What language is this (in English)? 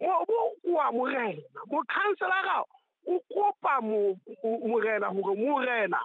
Southern Sotho